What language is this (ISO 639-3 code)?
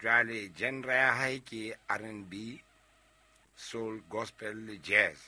sot